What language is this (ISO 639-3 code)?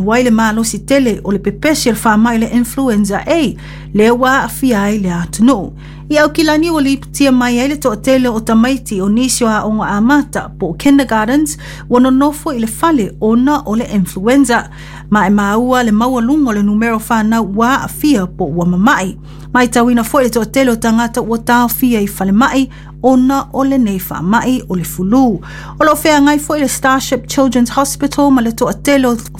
smo